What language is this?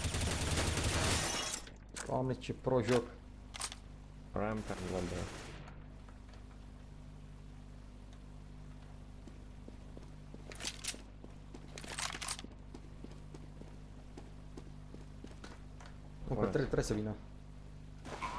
Romanian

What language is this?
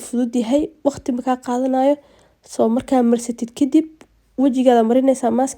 Somali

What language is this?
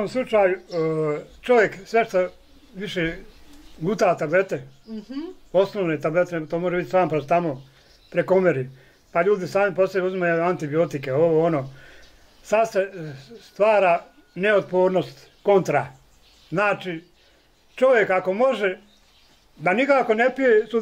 Bosnian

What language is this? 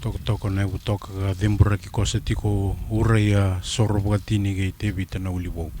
Fijian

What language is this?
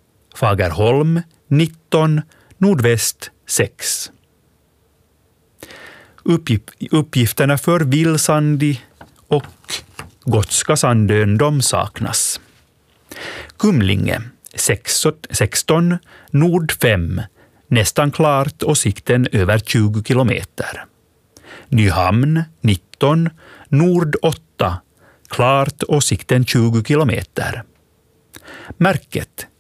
Swedish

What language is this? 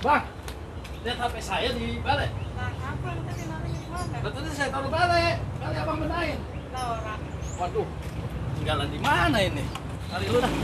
Betawi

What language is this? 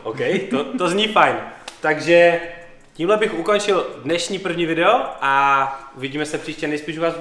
Czech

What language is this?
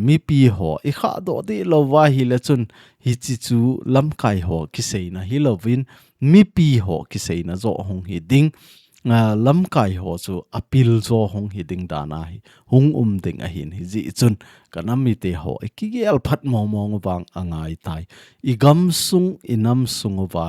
Thado Chin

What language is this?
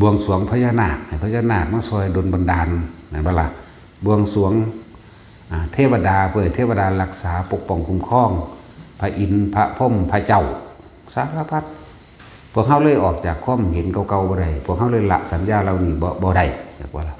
Northeastern Thai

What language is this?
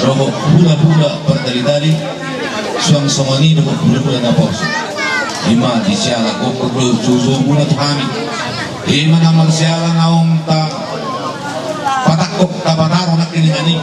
Batak Toba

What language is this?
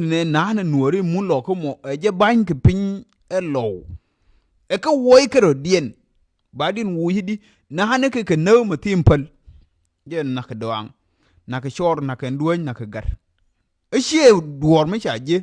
Nuer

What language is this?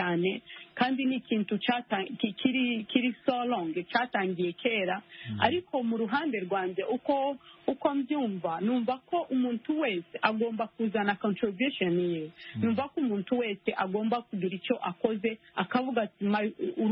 Kinyarwanda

